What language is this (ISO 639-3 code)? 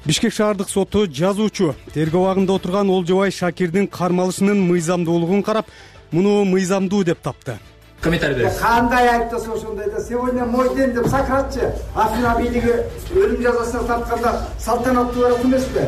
kir